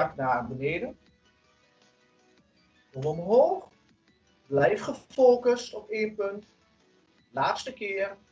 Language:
Dutch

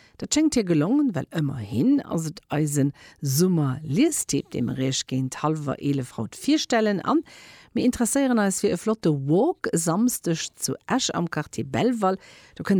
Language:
Luxembourgish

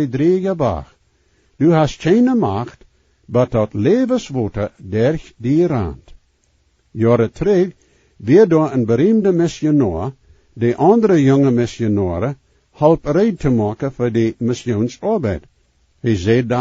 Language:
Plautdietsch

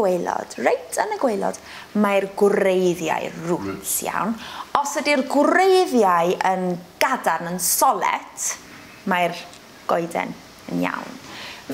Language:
Welsh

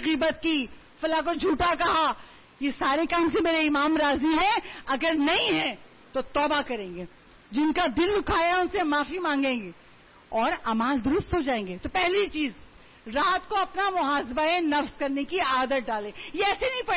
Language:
Urdu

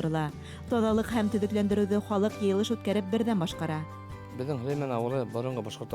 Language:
Bashkir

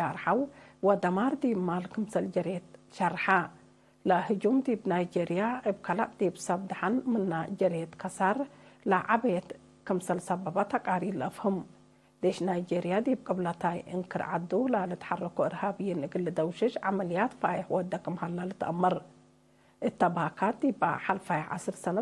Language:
Tigre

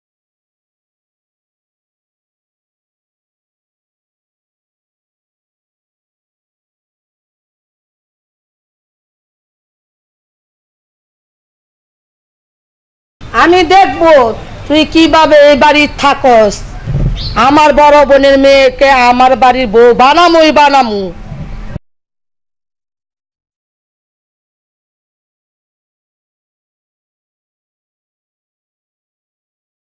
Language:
Bangla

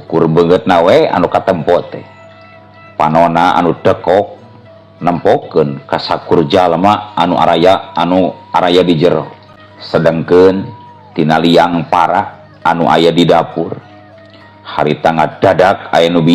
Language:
Sundanese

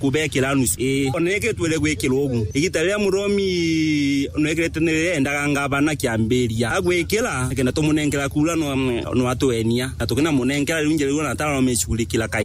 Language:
Meru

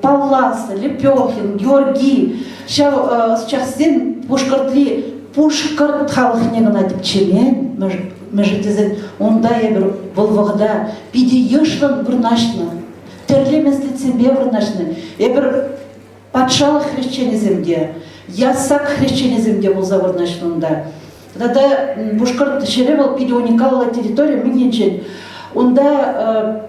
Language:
Chuvash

